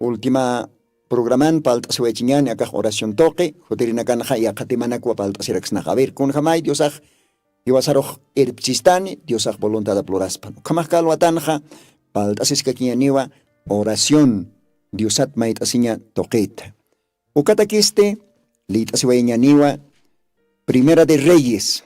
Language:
Aymara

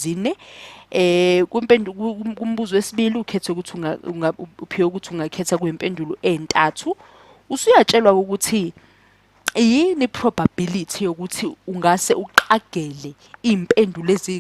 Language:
Zulu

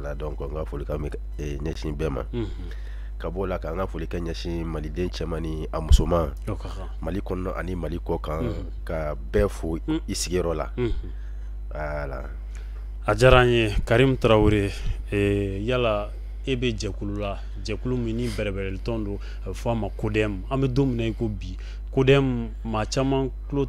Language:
Bambara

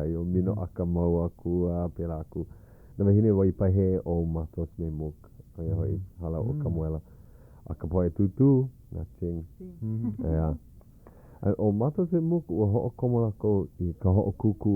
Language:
Hawaiian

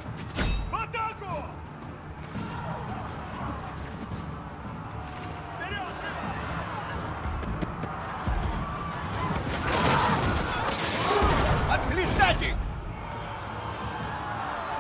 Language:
Russian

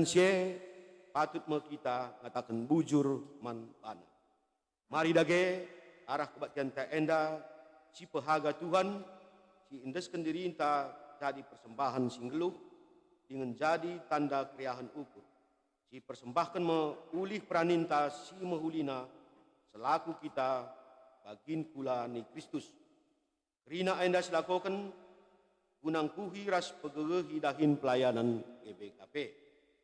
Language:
Batak Karo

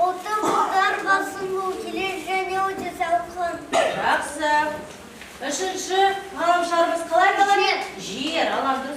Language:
Kazakh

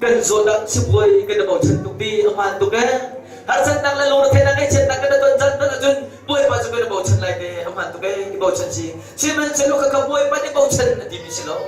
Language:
Hakha Chin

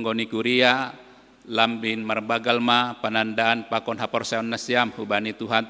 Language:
Batak Simalungun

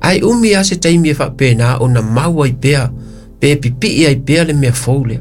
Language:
Samoan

